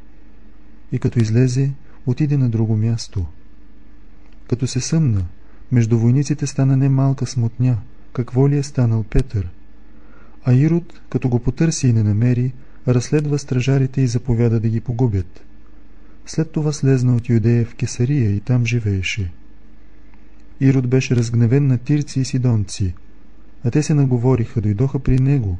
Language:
Bulgarian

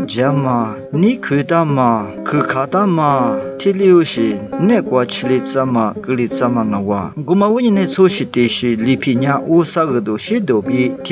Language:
Lisu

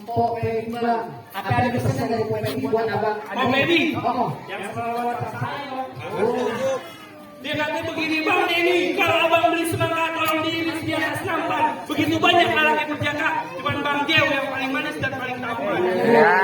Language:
Betawi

